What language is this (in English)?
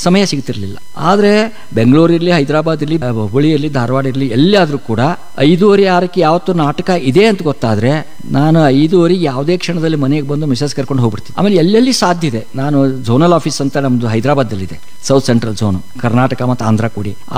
Kannada